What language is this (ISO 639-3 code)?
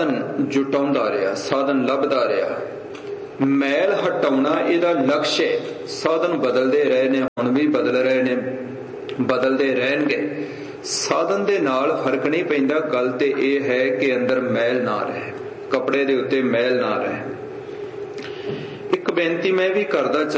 pan